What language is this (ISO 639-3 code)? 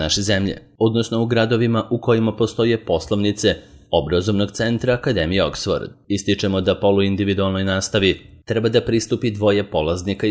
srp